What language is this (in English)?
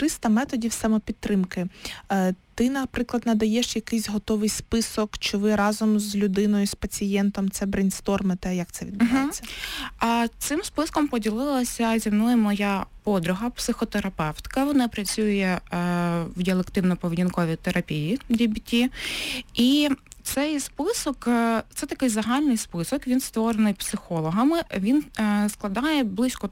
Ukrainian